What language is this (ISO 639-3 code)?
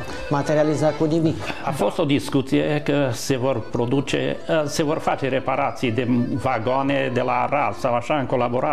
ron